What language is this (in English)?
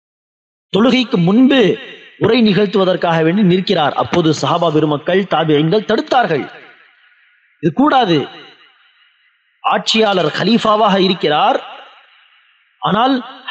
Tamil